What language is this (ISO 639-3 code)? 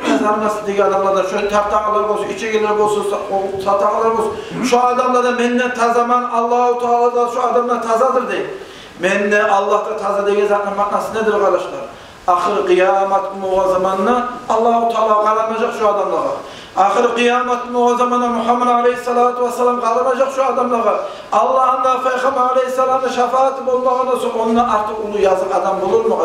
kum